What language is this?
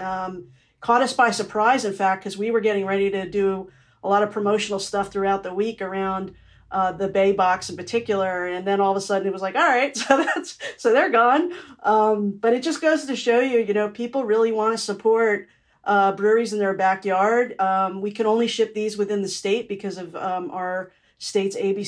English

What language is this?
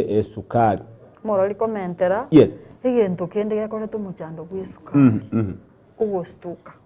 Gusii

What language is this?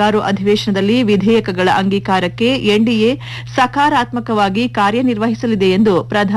Kannada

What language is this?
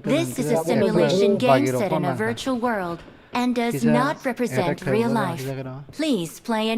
Kok Borok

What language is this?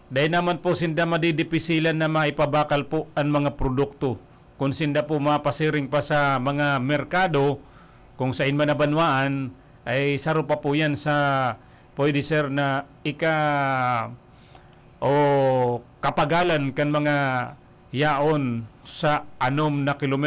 Bikol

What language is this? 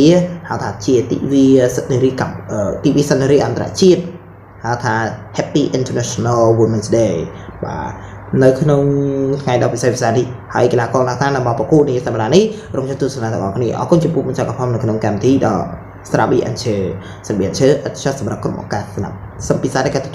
Khmer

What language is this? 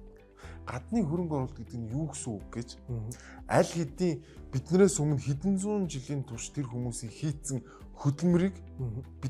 Mongolian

